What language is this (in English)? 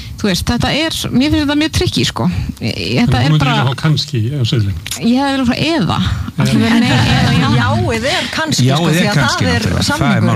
Icelandic